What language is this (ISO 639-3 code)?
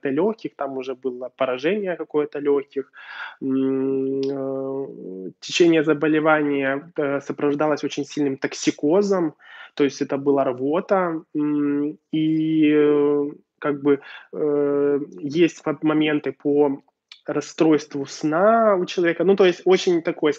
rus